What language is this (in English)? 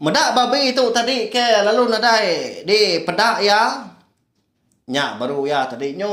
Iban